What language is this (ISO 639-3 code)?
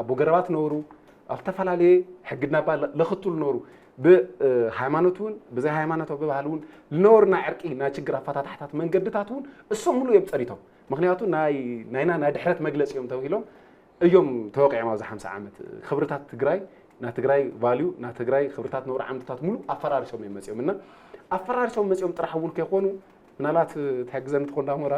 tir